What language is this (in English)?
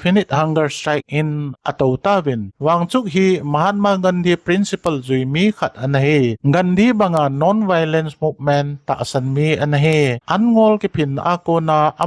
Thado Chin